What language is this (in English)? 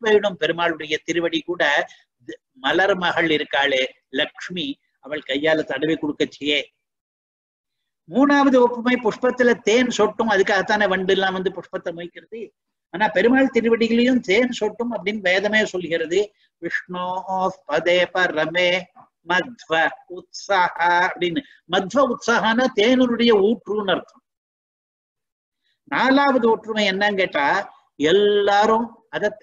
Tamil